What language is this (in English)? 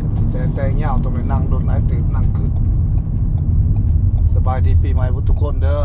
Lao